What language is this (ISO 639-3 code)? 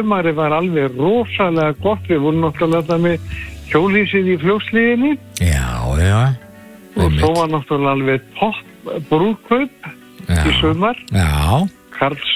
isl